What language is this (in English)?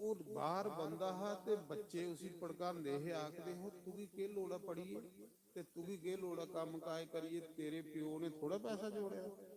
Dogri